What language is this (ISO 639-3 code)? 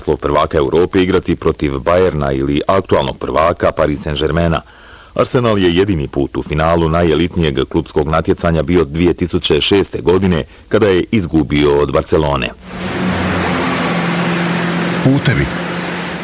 bos